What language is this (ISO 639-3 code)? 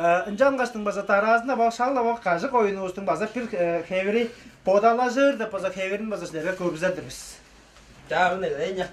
tyv